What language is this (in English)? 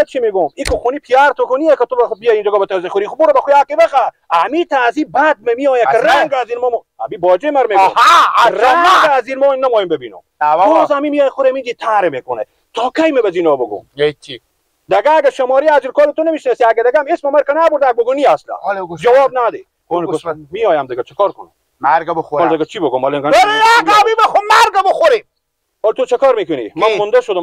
Persian